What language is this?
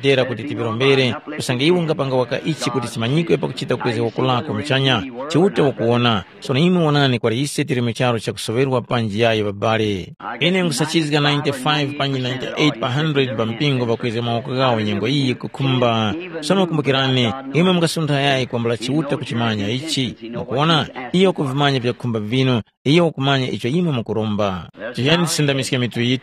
Tumbuka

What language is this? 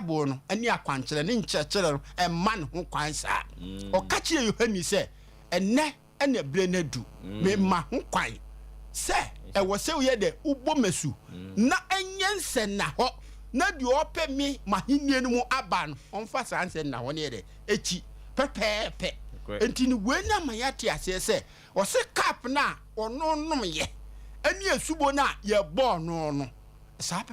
Akan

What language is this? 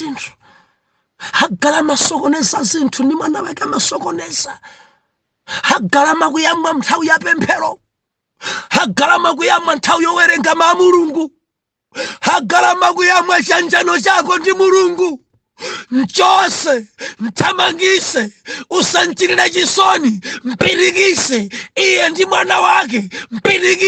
Nyanja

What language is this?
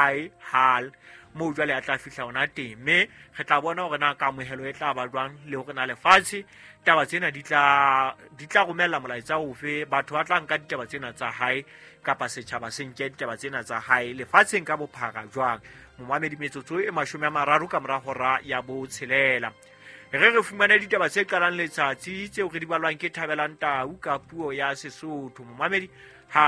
Southern Sotho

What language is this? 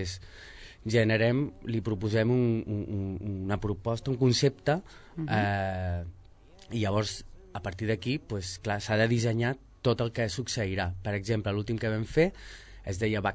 Catalan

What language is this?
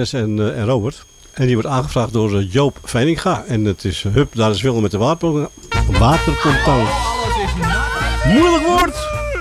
Dutch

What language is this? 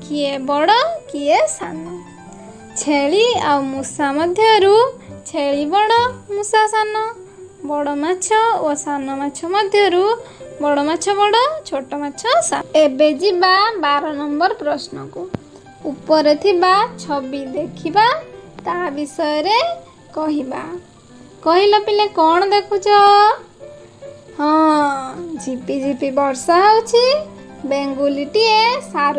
Odia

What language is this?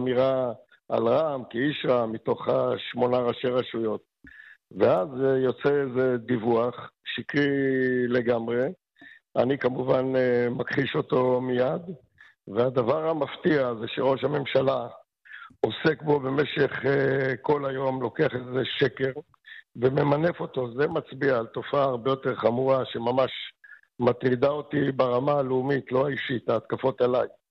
Hebrew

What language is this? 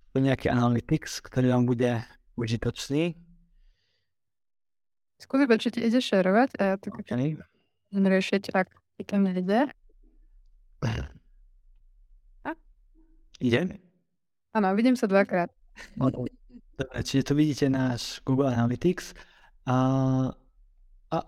Slovak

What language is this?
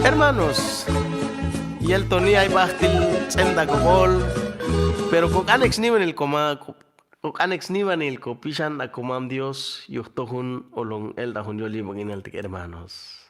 Chuj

